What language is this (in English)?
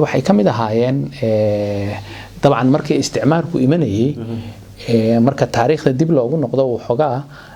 Somali